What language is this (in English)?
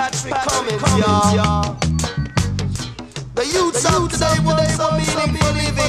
English